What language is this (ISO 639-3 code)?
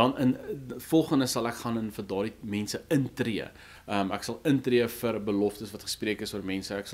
afr